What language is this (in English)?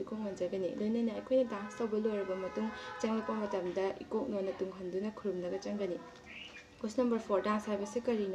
Manipuri